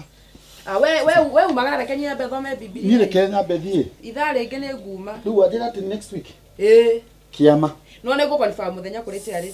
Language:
Kikuyu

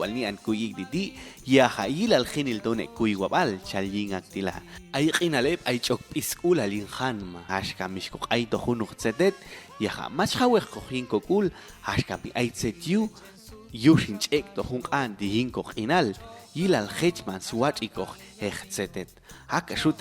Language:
Popti'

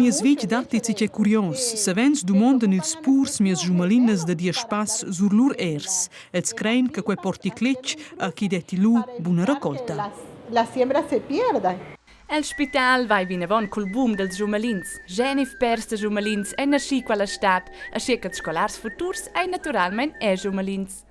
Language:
Romansh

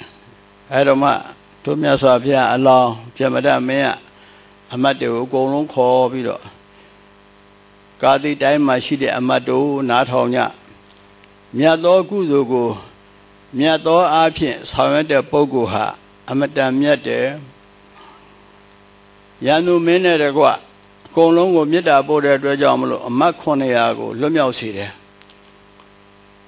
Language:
Burmese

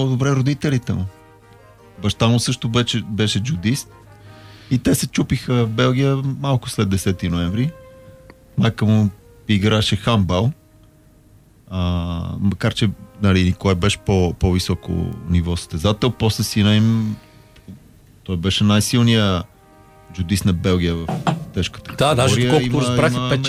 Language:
Bulgarian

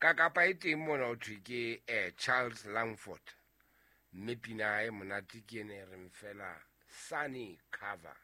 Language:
Southern Sotho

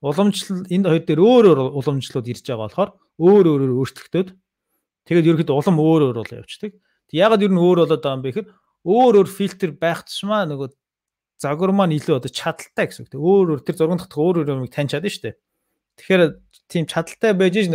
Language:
Mongolian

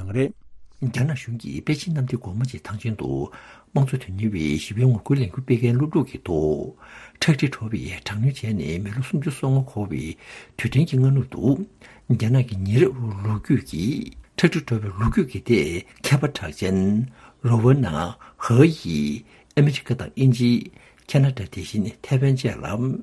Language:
Tibetan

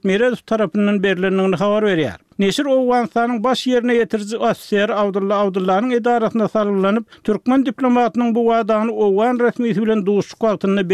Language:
Turkmen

